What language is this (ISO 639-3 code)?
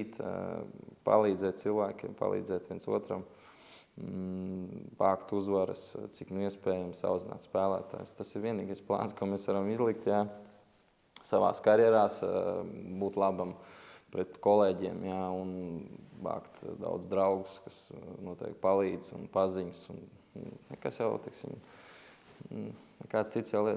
lav